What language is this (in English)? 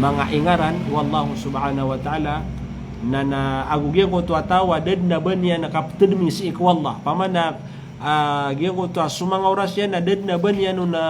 Maranao